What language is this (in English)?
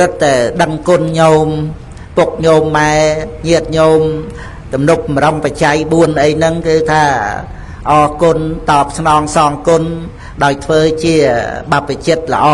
Khmer